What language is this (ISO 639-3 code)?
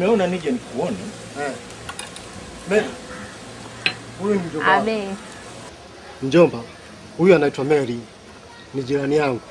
swa